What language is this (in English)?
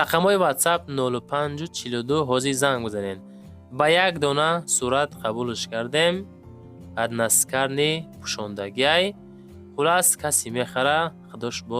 Tajik